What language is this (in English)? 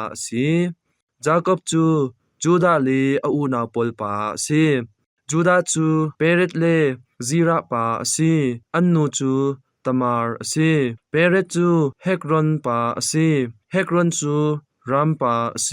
Hakha Chin